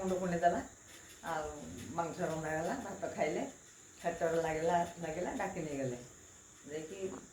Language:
Odia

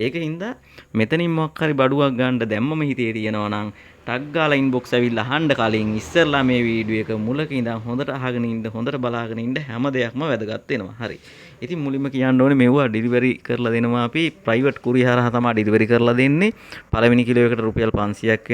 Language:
Sinhala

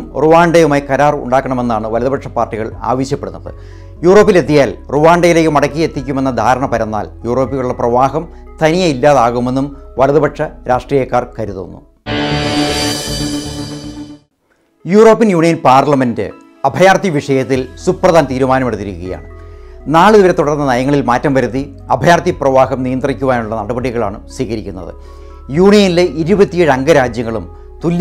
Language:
Malayalam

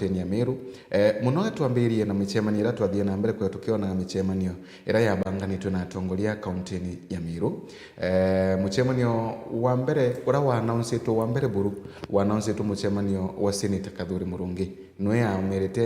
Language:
Meru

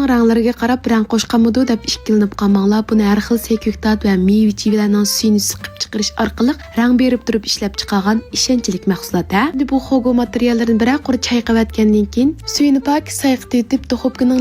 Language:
Uyghur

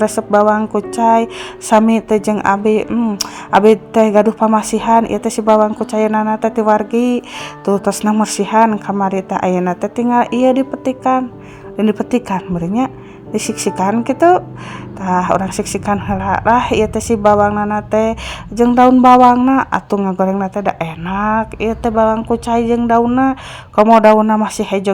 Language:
Sundanese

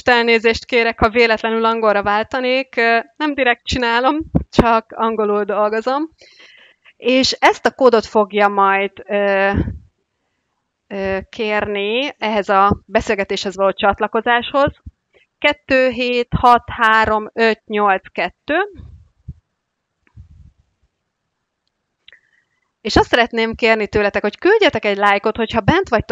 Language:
Hungarian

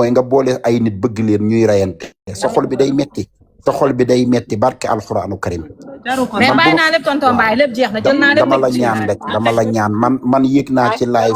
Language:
Wolof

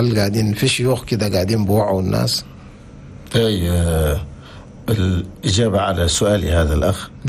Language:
Chadian Arabic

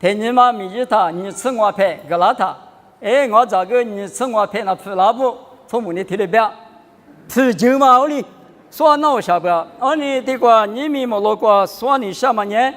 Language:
Lisu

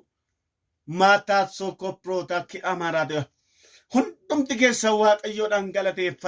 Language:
Oromo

